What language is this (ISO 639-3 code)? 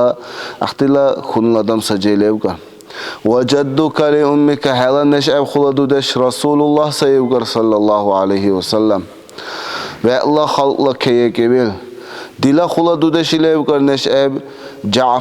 dar